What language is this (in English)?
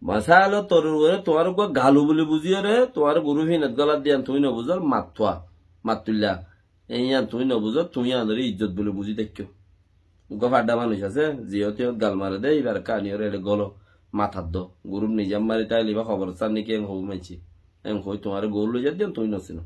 Rohingya